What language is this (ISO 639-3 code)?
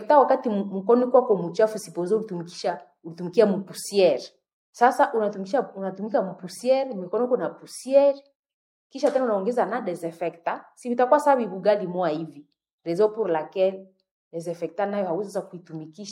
swa